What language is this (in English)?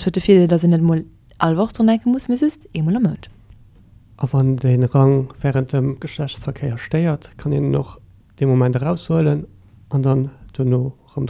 Luxembourgish